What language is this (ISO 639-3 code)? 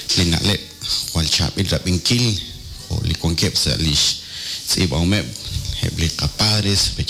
kek